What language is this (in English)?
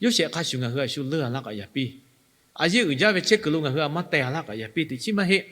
Lahu